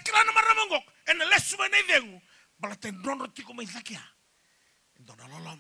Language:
Fijian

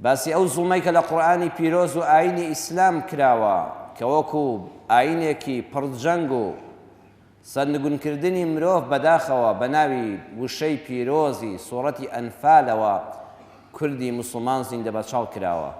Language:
Central Kurdish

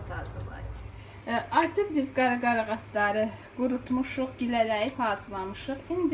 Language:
Azerbaijani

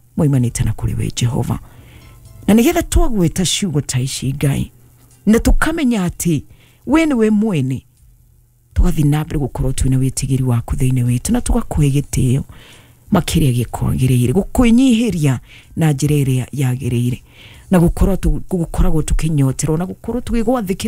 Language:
Kikuyu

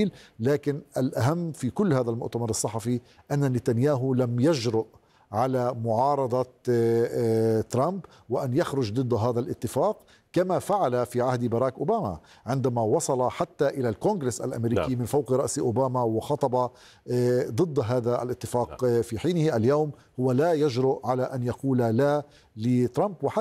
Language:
Arabic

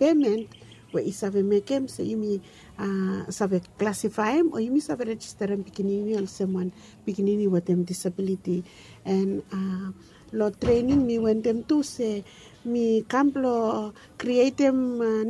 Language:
Bislama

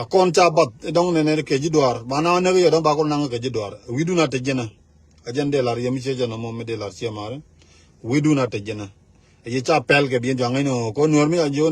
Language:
Nuer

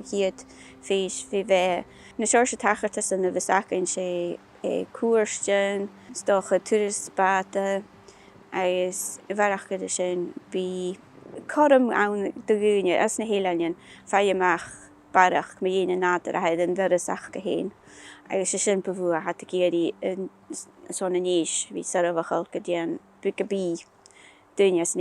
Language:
Scottish Gaelic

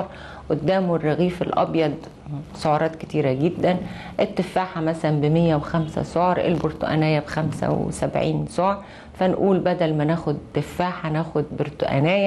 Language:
Egyptian Arabic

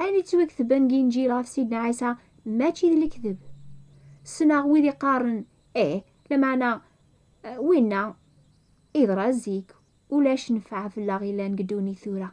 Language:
Kabyle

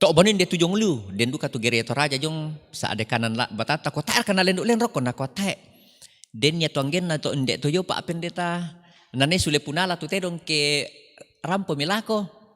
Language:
Toraja-Sa'dan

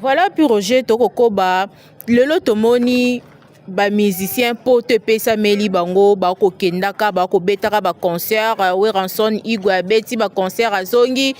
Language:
Lingala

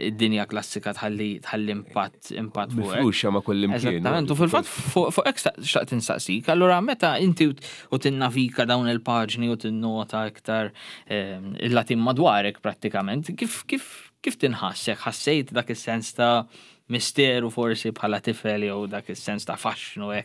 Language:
Maltese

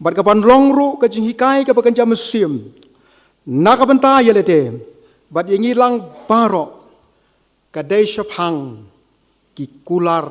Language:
Khasi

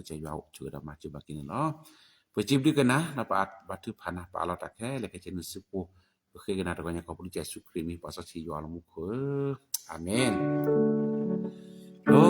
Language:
S'gaw Karen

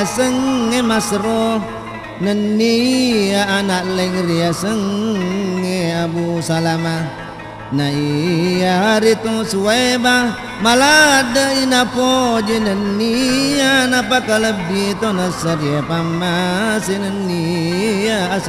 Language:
Buginese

